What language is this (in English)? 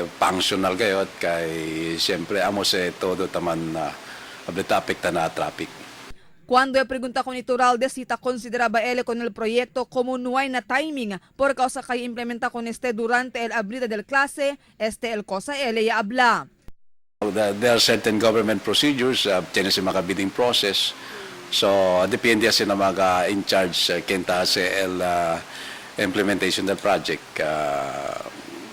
Chavacano